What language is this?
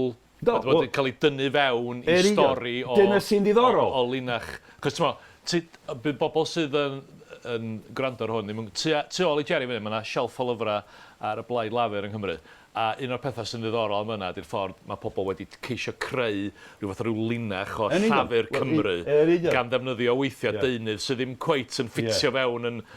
Welsh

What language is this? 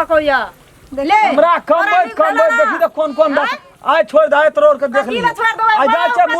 Maithili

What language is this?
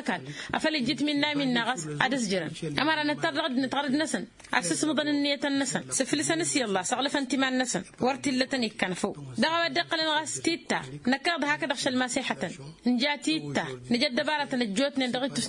Tamasheq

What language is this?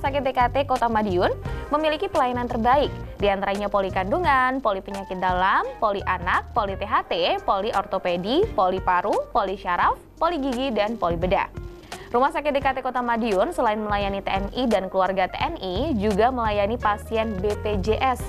Indonesian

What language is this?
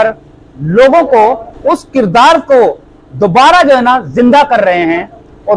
Hindi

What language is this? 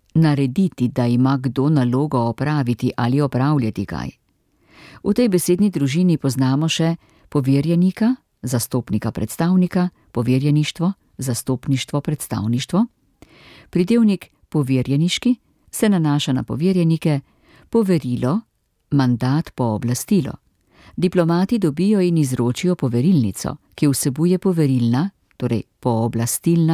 Slovenian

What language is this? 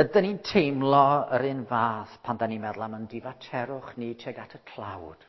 Welsh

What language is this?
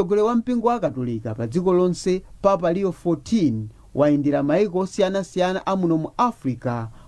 Nyanja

